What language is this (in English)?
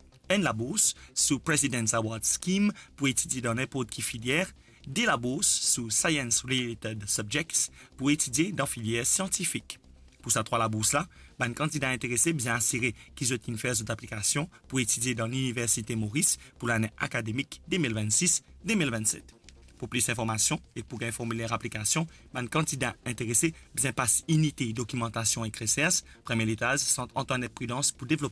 Morisyen